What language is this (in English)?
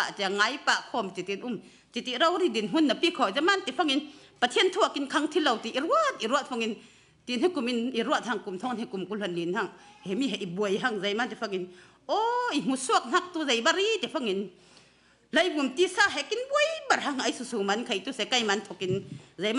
Falam Chin